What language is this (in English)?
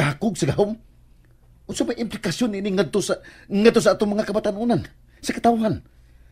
Cebuano